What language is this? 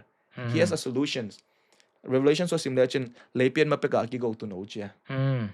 Tedim Chin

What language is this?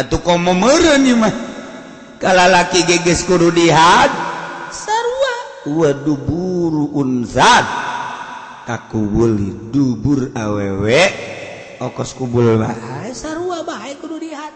Sundanese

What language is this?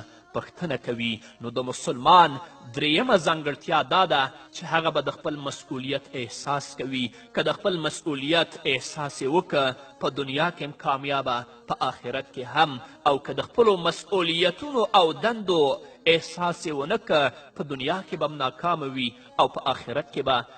Pashto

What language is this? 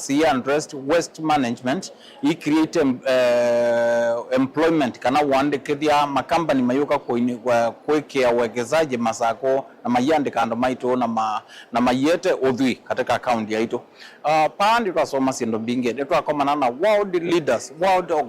Kamba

